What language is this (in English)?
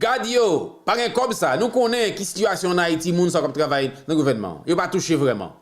Haitian Creole